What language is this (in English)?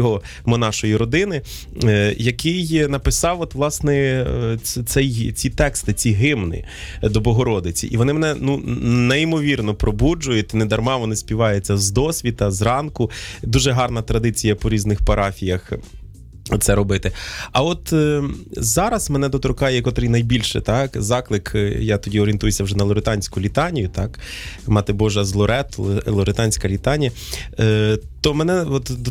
Ukrainian